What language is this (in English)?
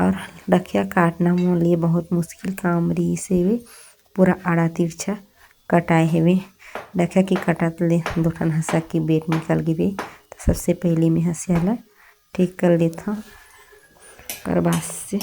Chhattisgarhi